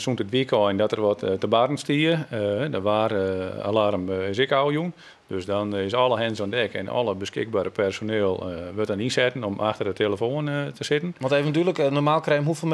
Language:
Western Frisian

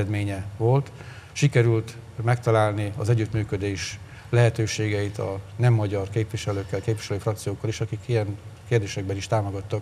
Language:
Hungarian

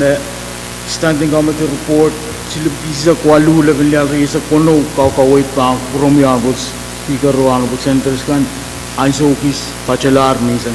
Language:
Pohnpeian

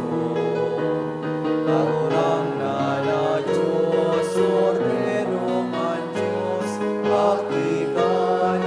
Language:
Bikol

